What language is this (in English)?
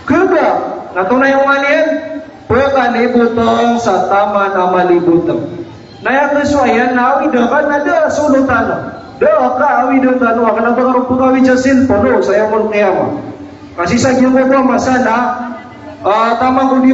Maranao